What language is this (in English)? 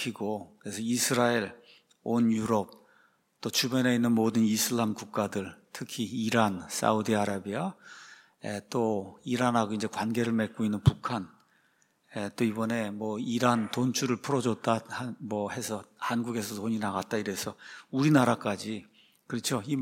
Korean